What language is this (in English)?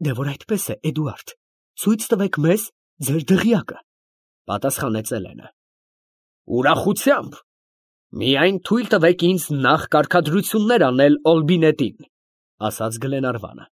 Armenian